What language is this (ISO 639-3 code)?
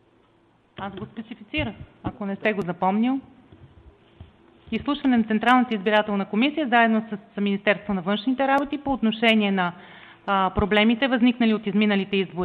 bul